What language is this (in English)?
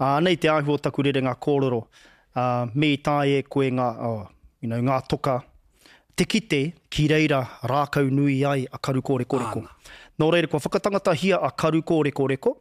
Māori